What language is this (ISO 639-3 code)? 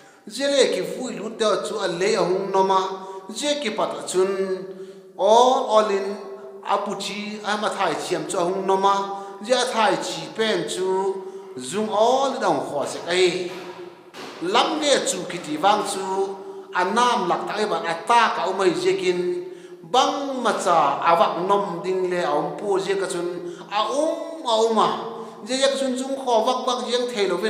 vap